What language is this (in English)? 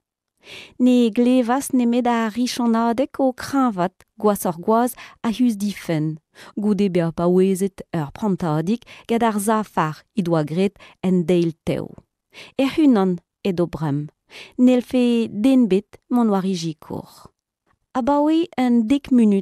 Breton